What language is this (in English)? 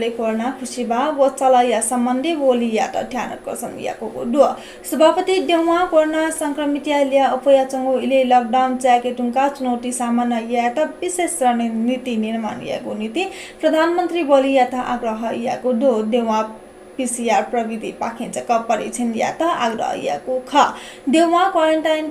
Newari